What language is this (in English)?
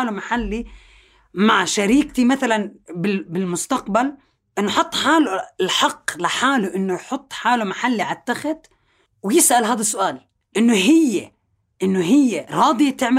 North Levantine Arabic